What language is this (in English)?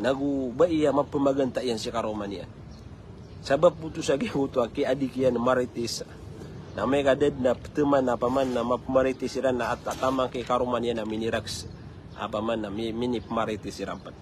Maranao